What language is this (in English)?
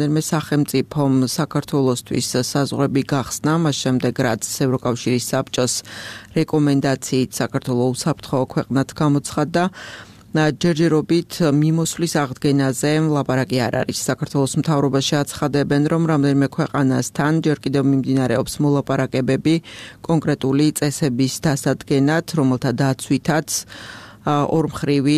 Georgian